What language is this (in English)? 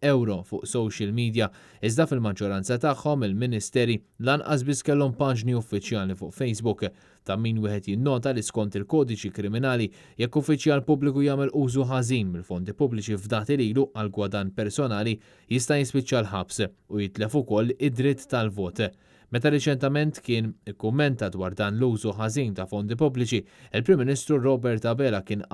Maltese